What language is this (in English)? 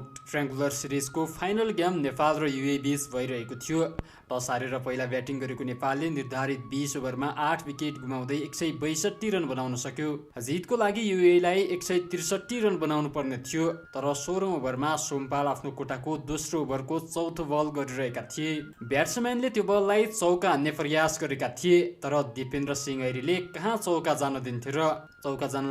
Nepali